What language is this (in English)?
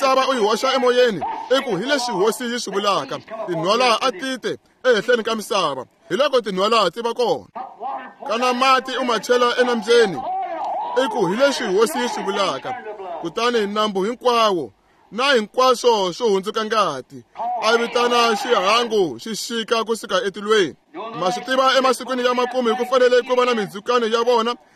Tsonga